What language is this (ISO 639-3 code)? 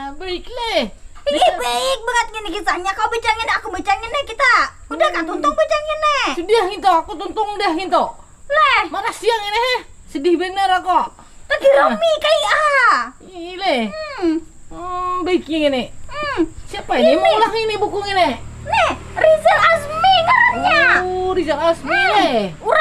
bjn